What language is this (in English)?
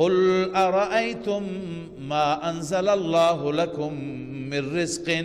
Persian